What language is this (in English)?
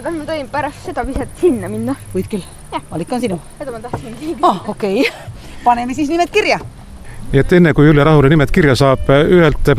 Estonian